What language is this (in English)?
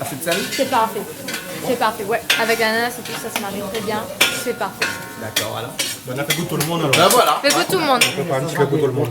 Réunion Creole French